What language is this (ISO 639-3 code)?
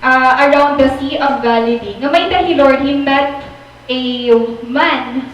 war